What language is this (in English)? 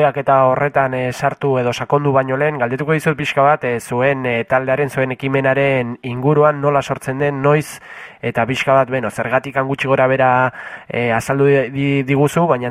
Basque